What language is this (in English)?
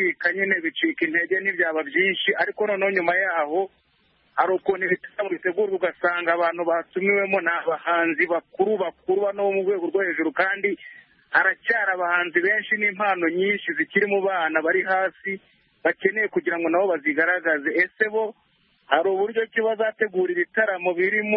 Kinyarwanda